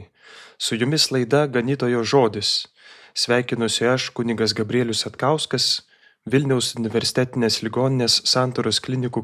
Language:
Lithuanian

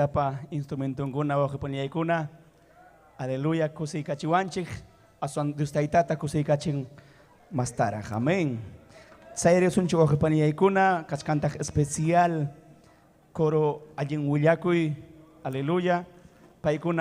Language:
Ayacucho Quechua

